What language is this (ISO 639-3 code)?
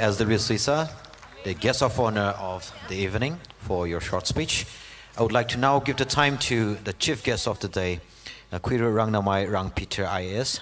nmf